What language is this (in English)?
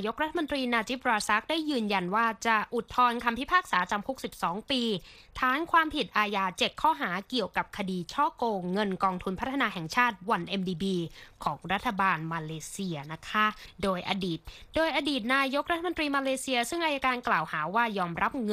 Thai